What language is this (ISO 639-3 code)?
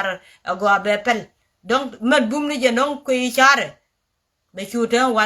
nus